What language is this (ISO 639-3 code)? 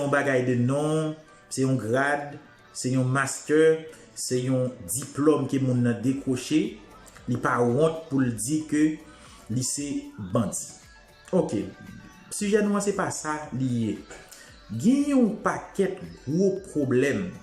hat